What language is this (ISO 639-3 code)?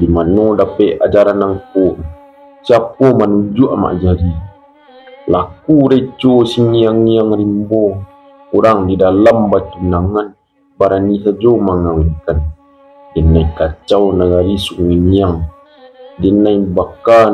min